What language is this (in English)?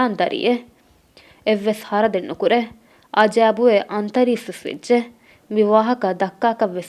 Divehi